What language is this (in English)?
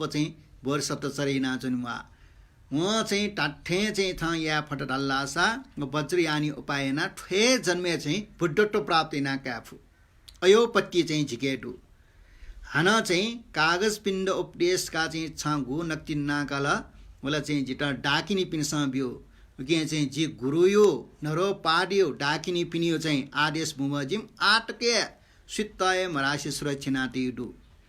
Newari